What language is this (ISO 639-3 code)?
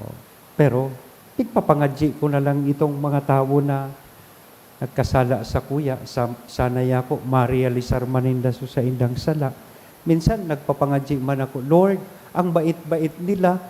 bik